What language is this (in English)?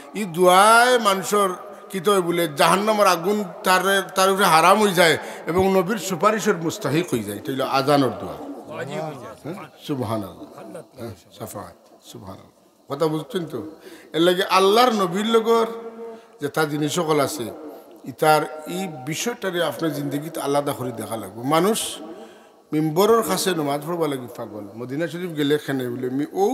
Sylheti